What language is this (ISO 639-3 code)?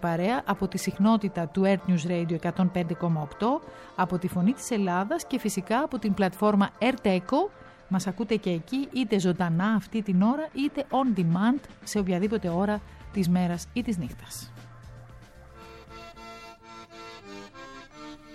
ell